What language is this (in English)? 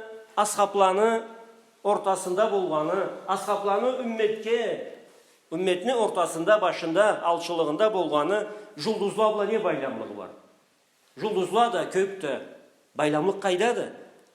Karachay-Balkar